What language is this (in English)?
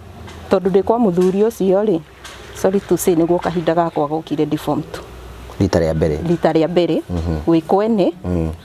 Kikuyu